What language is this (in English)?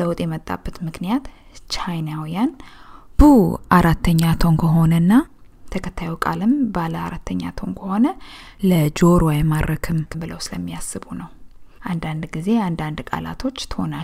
Amharic